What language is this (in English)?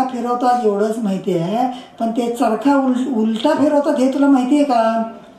Marathi